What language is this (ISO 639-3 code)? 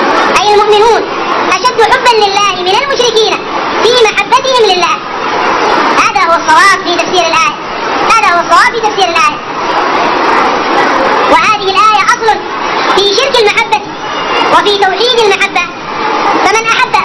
ara